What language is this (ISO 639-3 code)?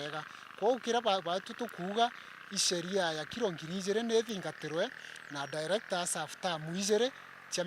mer